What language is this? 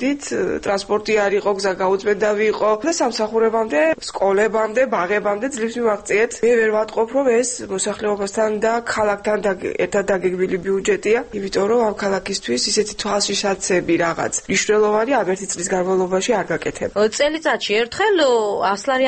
Georgian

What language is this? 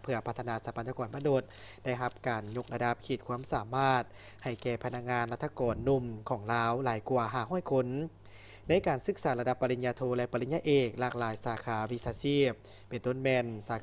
Lao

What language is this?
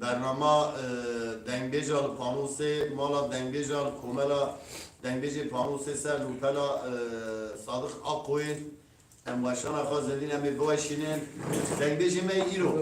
Kurdish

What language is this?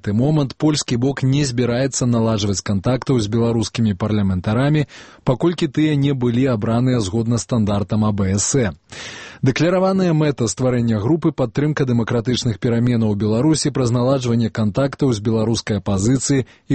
Belarusian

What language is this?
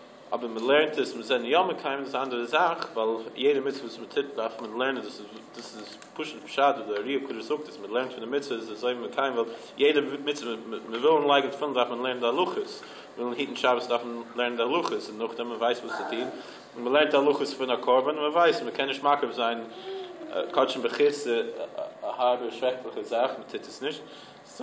Yiddish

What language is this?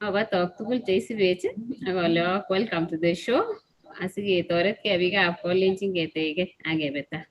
Kalenjin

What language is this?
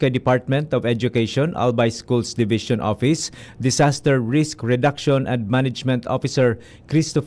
Bikol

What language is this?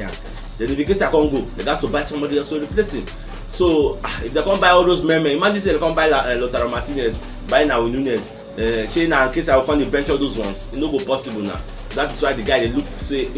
Nigerian Pidgin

